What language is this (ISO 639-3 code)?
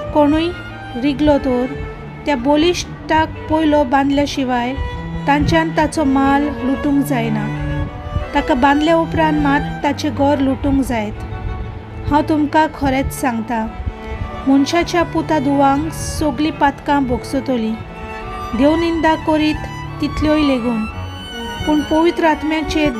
kok